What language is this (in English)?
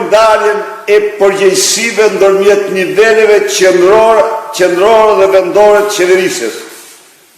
Albanian